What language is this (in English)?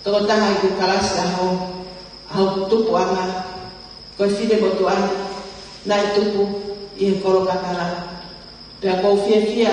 Tongan